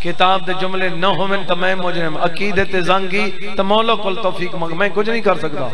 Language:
Saraiki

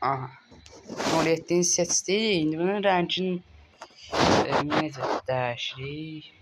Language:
Azerbaijani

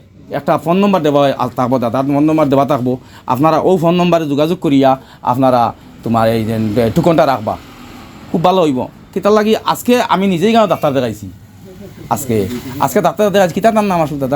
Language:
Sylheti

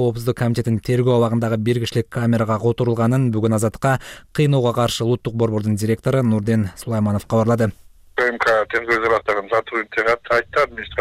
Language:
Kyrgyz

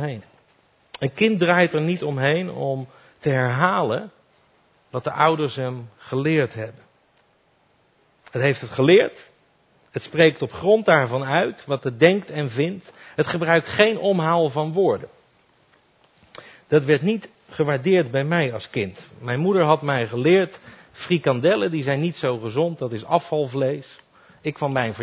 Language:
Dutch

